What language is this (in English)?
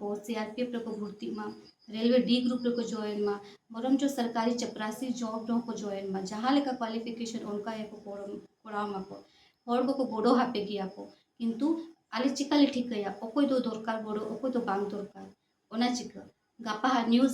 Santali